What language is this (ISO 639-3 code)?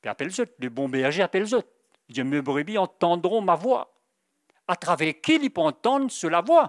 mfe